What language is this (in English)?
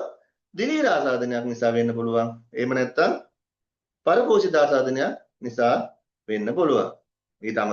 Sinhala